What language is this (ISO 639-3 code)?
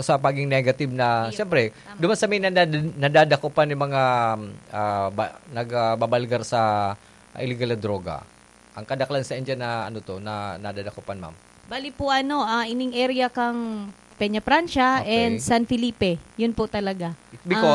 bik